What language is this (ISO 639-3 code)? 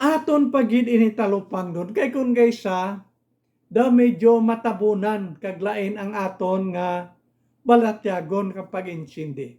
hil